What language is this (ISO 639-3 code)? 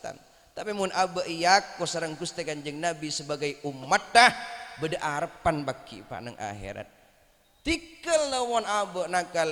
mad